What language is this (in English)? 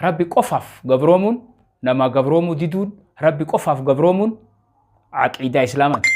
Oromo